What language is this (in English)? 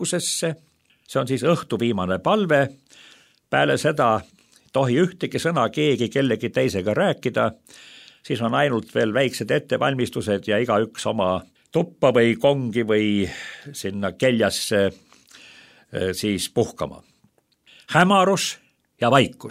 Estonian